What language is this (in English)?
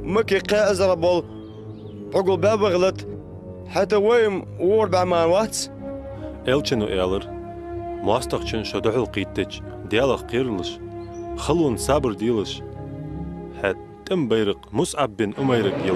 Ingush